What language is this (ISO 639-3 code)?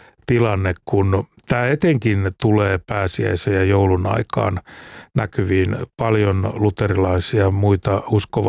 fin